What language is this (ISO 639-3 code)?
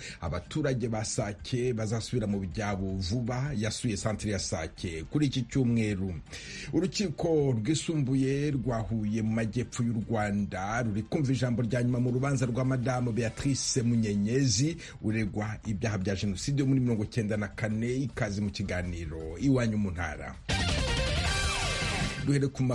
kin